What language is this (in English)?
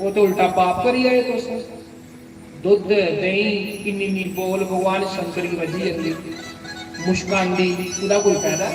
Dogri